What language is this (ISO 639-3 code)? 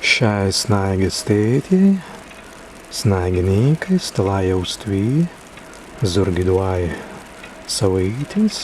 prg